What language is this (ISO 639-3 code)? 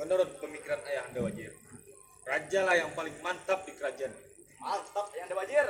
bjn